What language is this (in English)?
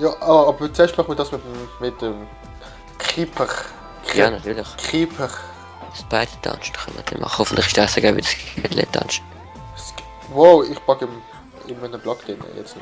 Swiss German